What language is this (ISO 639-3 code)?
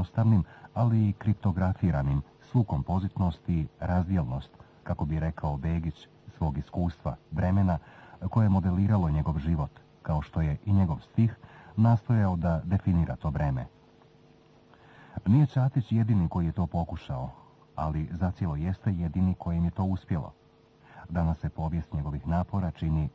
bos